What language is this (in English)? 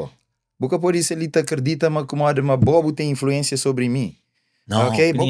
Kabuverdianu